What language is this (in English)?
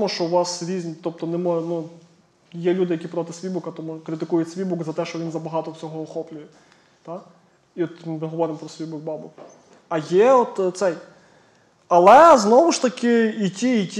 Ukrainian